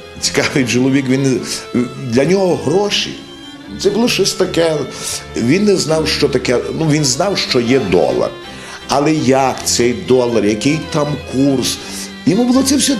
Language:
Ukrainian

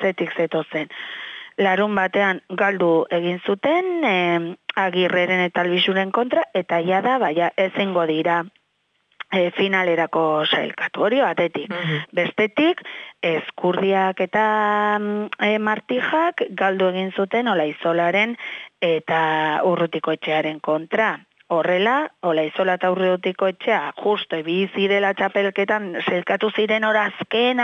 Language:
Basque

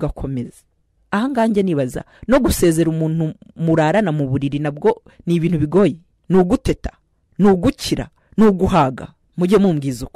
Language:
Kinyarwanda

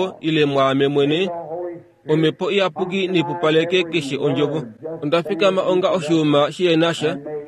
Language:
Kuanyama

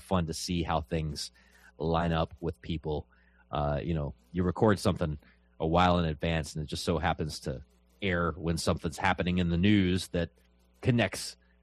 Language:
English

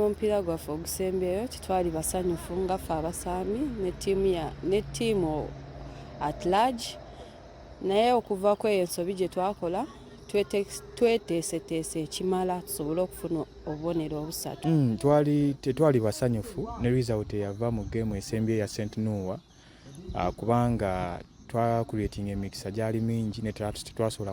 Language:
Ganda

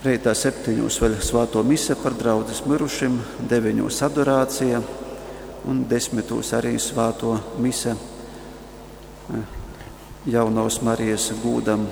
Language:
Latgalian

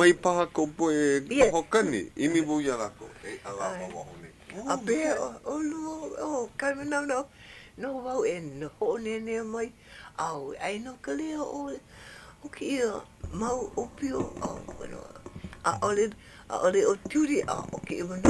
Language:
Hawaiian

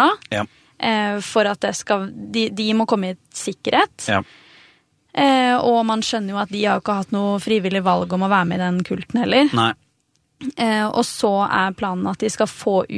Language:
Norwegian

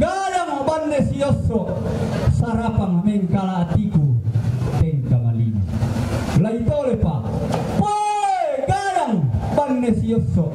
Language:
Toraja-Sa'dan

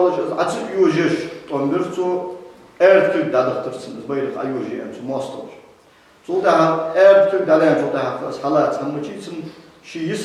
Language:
Ingush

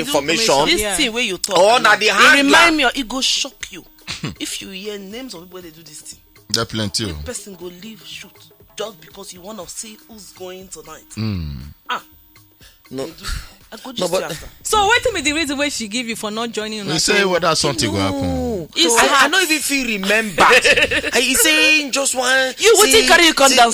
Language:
Nigerian Pidgin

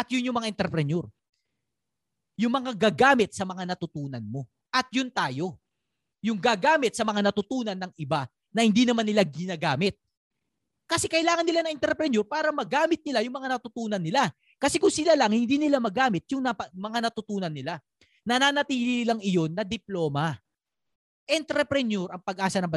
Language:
Filipino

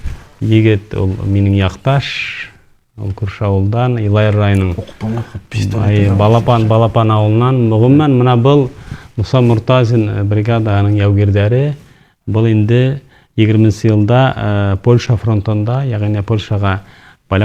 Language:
Bashkir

